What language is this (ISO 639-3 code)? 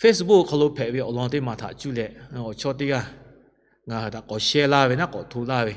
lhu